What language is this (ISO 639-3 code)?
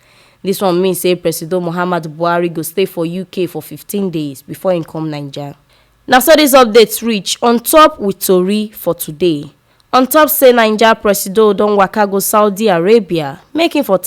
pcm